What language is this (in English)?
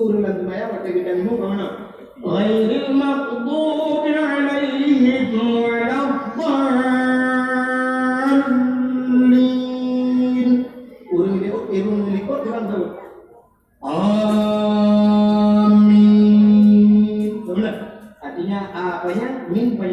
Achinese